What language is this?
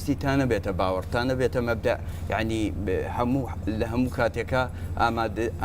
Central Kurdish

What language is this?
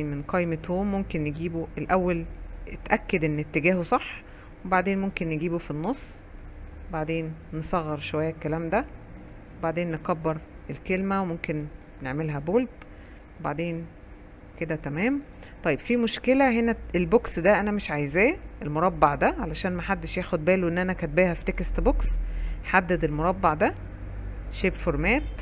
Egyptian Arabic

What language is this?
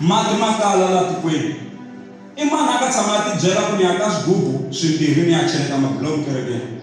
Tsonga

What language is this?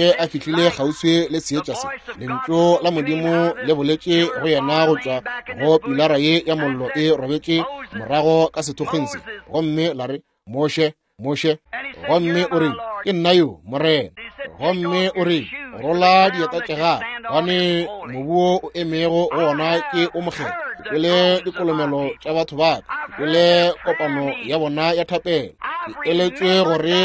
Northern Sotho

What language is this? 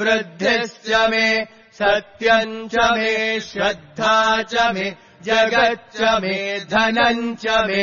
Sanskrit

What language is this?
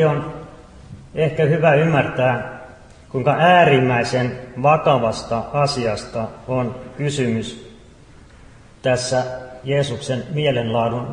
Finnish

